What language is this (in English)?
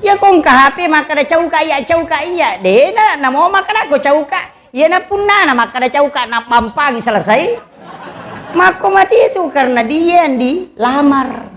Buginese